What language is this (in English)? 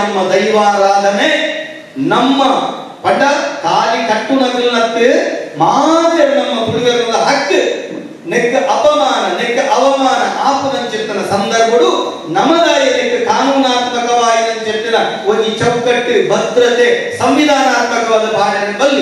Tulu